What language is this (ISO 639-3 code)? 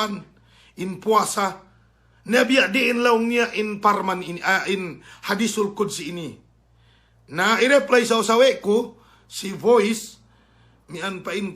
yka